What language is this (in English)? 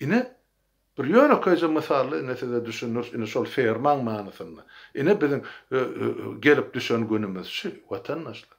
Turkmen